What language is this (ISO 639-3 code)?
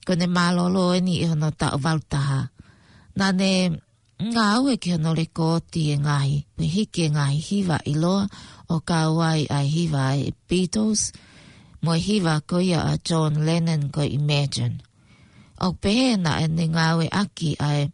ton